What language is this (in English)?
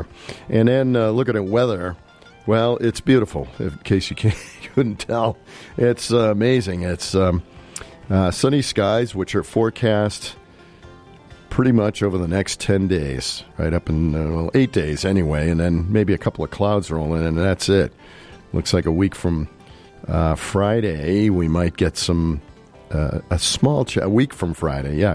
English